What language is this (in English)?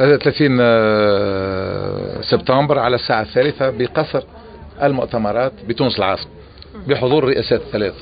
Tunisian Arabic